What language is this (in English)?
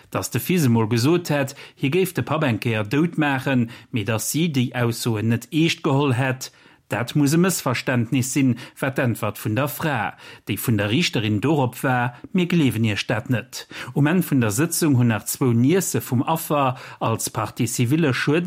Luxembourgish